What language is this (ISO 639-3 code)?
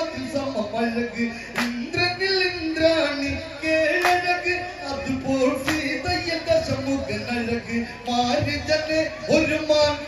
mal